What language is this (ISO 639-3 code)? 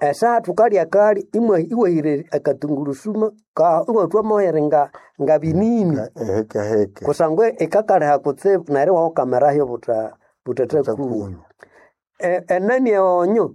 nnb